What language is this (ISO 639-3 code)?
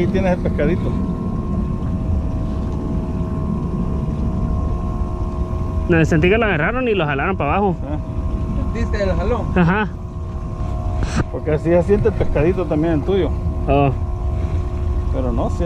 spa